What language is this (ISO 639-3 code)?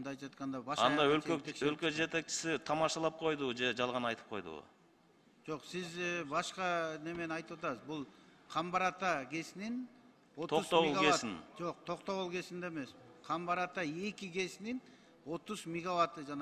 kir